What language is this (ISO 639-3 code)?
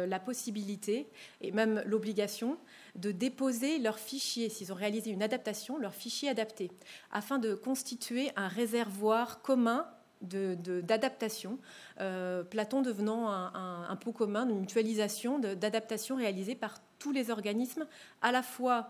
fra